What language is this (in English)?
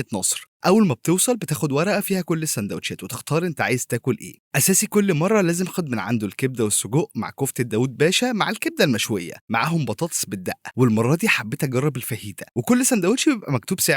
Egyptian Arabic